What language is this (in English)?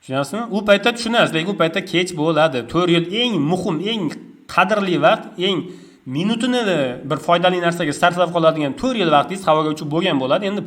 Uzbek